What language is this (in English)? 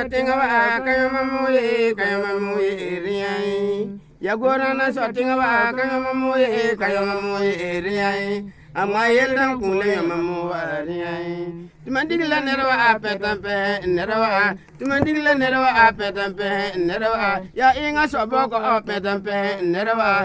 Frafra